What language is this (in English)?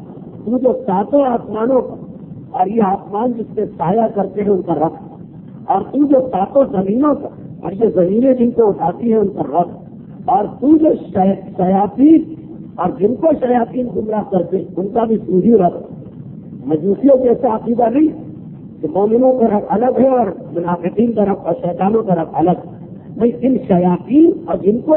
Urdu